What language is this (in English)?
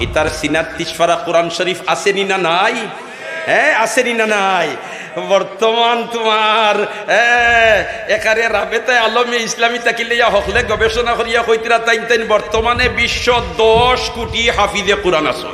Sylheti